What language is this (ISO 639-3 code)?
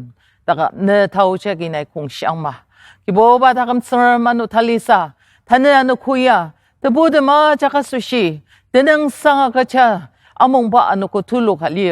njo